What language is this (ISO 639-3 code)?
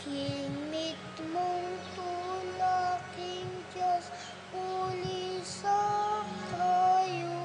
pam